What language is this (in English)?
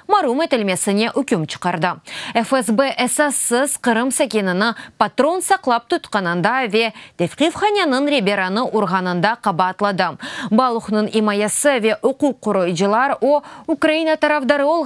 Crimean Tatar